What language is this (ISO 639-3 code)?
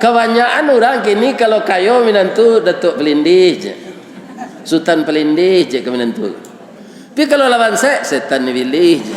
min